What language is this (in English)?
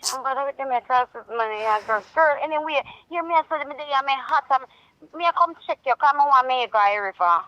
Jamaican Creole English